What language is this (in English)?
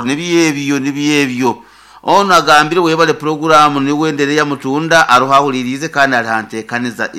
Nyankole